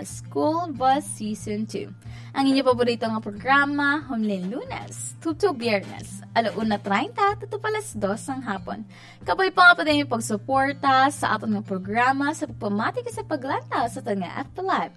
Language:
Hiligaynon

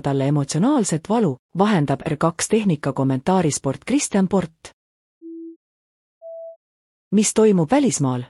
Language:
Estonian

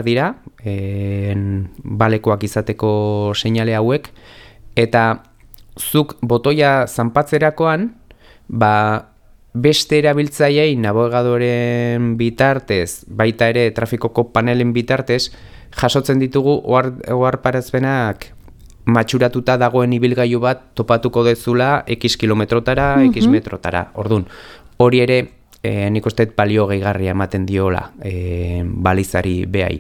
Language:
Basque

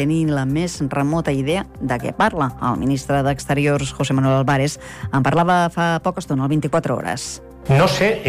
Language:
Catalan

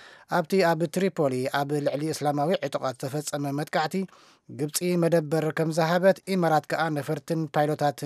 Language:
Tigrinya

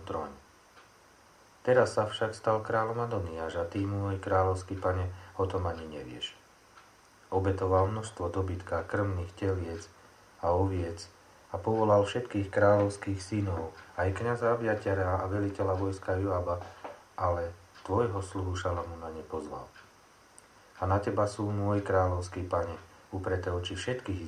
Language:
Slovak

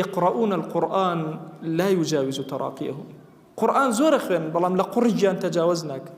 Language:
Central Kurdish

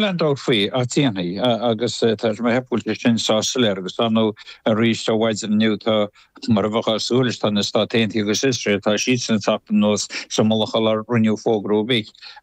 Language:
Irish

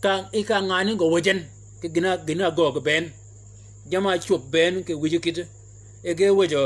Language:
Shilluk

